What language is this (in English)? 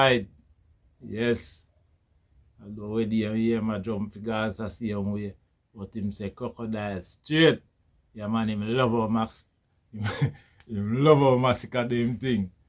Jamaican Creole English